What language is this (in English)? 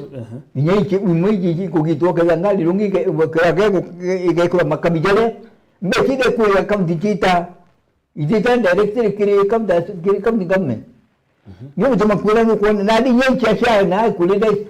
Meru